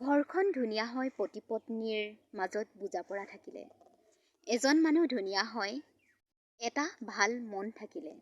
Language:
Assamese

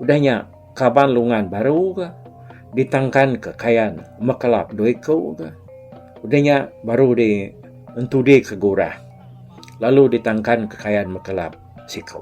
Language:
Iban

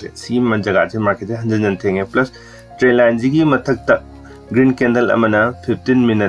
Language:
Manipuri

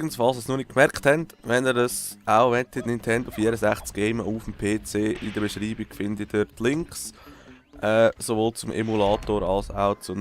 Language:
Swiss German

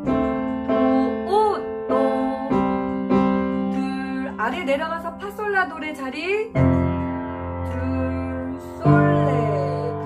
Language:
Korean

